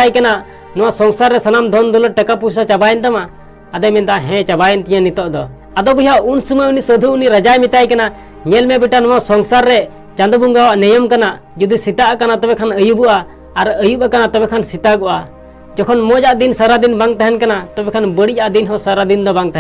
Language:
Santali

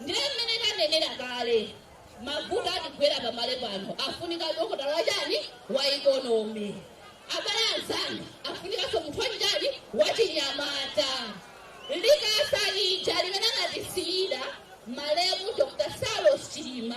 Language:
Nyanja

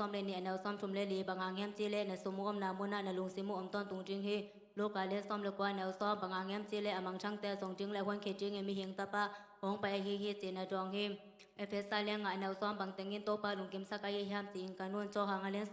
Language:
Tedim Chin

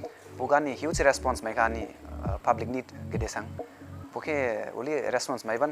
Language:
Dimasa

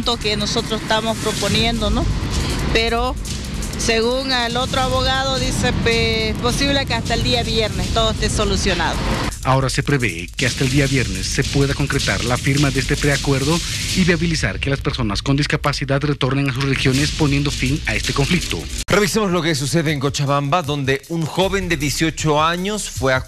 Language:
Spanish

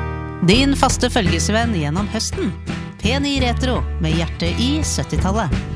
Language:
Norwegian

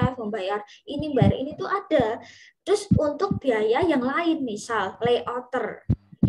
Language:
Indonesian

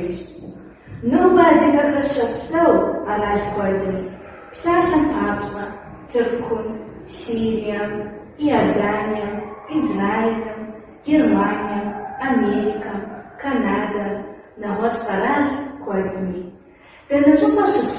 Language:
Kabardian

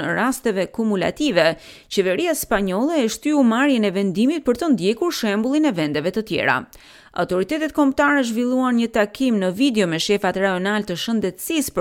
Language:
Albanian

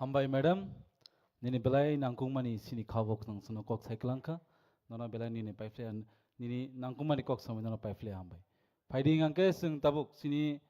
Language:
Kok Borok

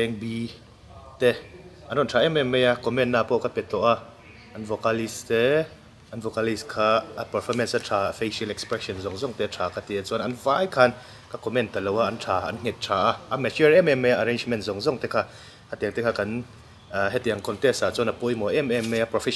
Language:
Mizo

